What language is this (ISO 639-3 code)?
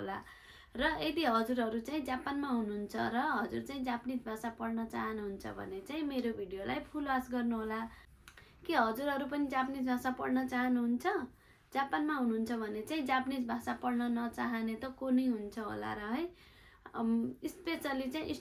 nep